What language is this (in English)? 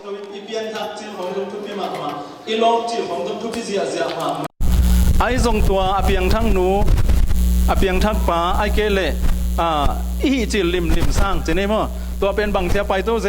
Tedim Chin